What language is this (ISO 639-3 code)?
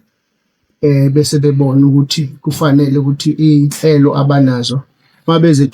zul